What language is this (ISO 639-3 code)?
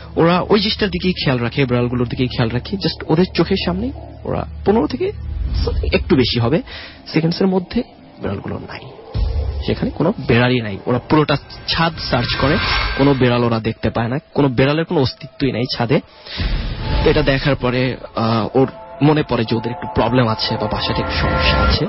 ben